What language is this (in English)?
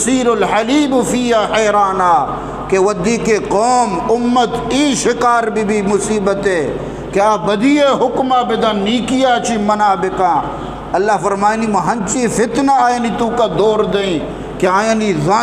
Eastern Balochi